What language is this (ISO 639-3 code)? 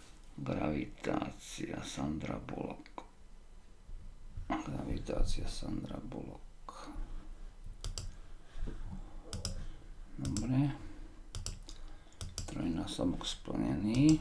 slk